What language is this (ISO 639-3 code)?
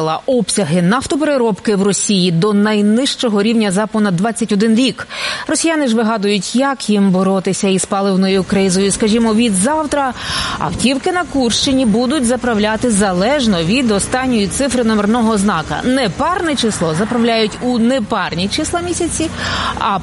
ukr